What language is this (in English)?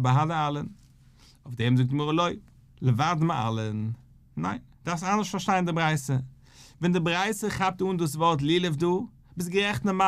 Yiddish